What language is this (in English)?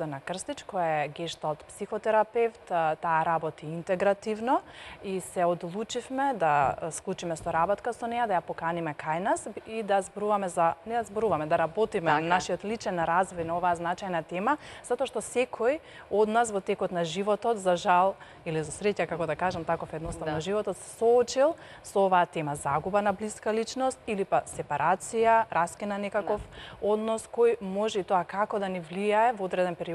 Macedonian